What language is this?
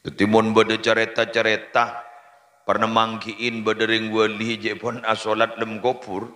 Madurese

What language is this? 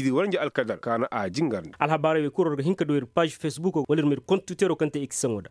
Koyraboro Senni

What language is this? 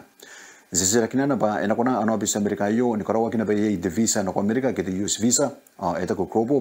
Gilbertese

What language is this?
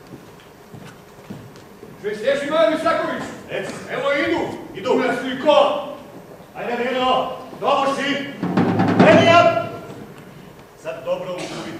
Serbian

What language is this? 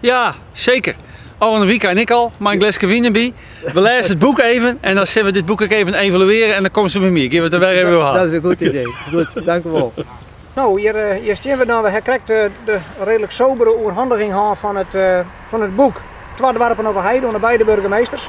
Western Frisian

